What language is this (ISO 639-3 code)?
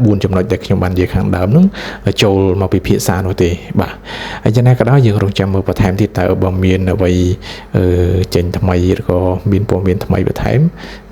khm